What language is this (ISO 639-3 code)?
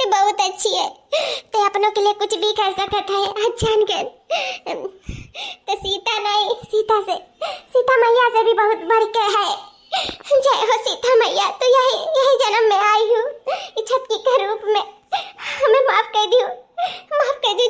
awa